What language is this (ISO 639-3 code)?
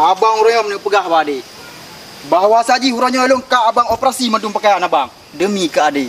ace